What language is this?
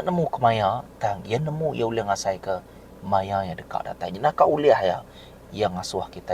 Iban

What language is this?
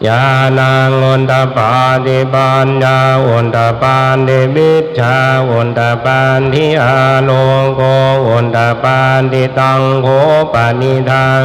Pali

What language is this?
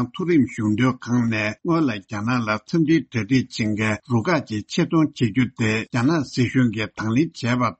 Tibetan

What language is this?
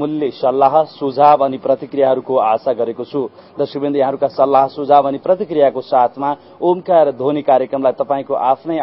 Nepali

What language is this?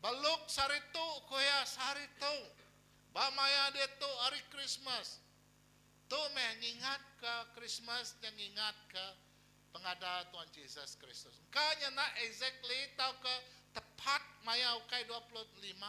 Iban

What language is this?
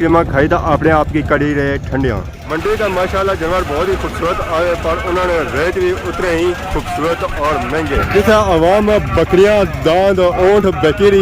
Pahari-Potwari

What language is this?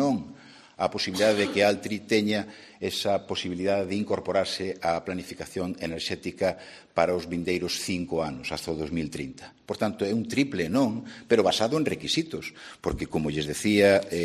Galician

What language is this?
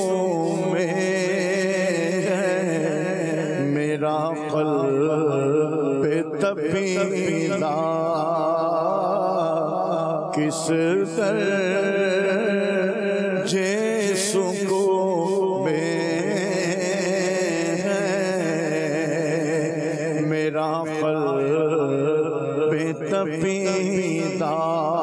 Urdu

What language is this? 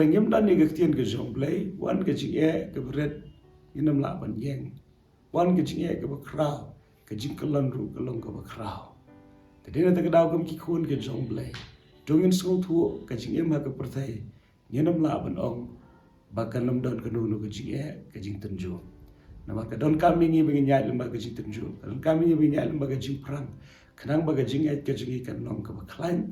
Khasi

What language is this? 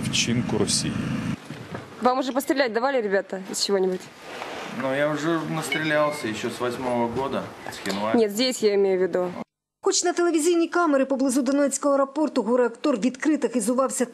Ukrainian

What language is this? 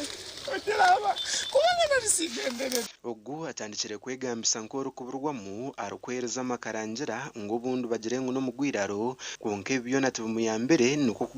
Nyankole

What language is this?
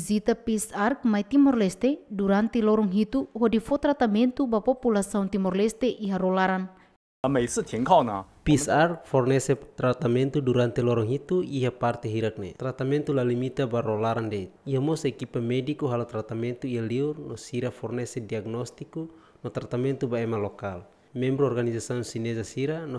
Tetum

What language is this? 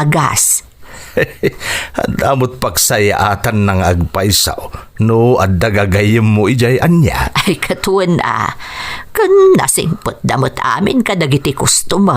Iloko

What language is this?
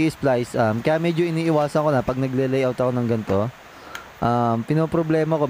Filipino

